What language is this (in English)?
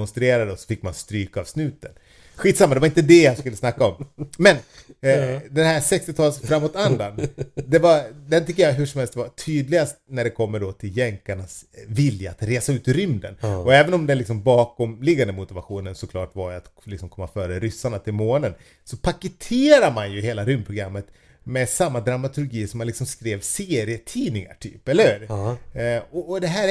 Swedish